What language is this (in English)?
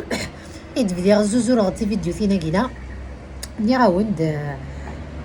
Kabyle